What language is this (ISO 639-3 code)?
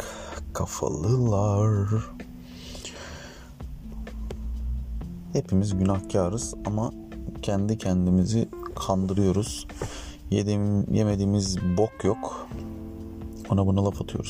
tur